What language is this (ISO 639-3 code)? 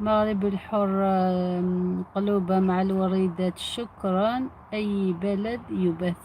arq